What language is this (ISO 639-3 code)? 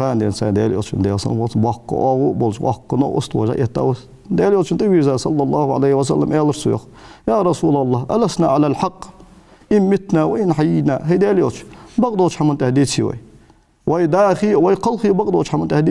inh